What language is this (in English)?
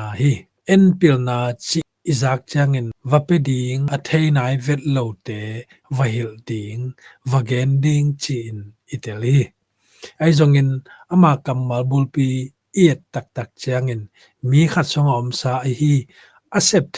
Tedim Chin